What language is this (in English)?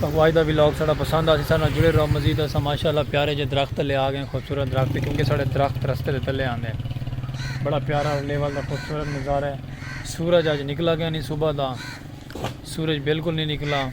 Saraiki